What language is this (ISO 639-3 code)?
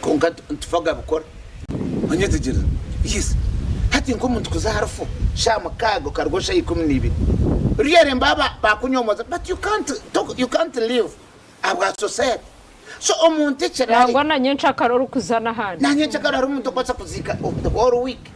nyn